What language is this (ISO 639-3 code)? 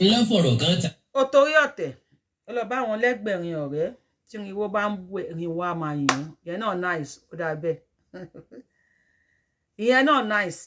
yor